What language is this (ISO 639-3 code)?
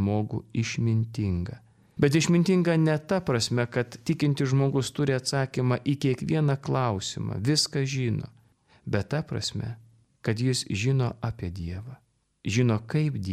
lit